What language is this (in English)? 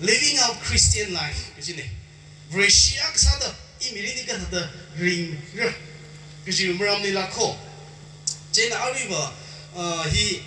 Tangkhul Naga (India)